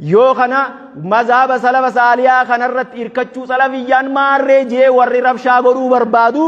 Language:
Oromo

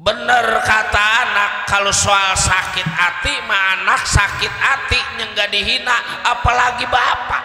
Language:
Betawi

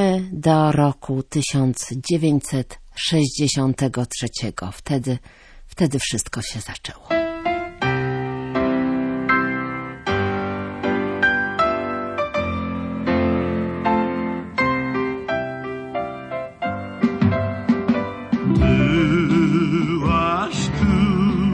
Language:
Polish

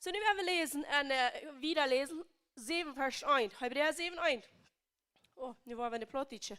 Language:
Plautdietsch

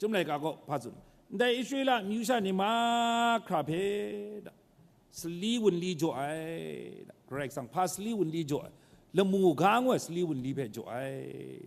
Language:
Kachin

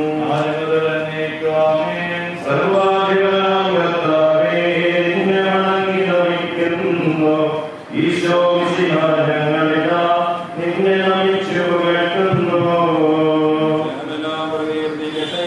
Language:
Malayalam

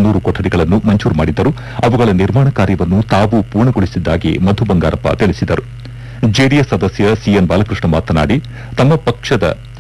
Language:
Kannada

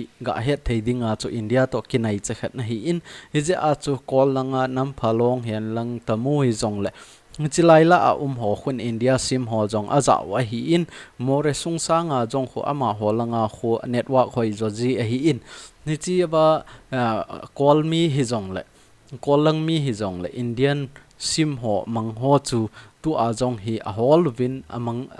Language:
Thado Chin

